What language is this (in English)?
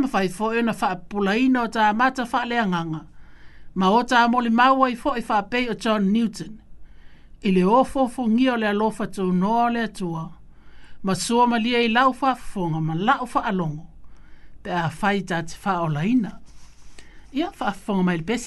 Samoan